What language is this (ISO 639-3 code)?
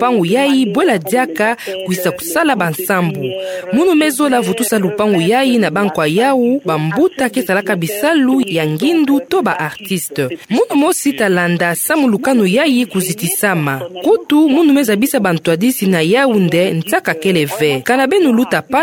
ktu